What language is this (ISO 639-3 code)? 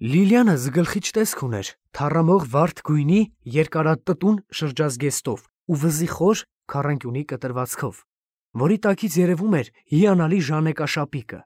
hye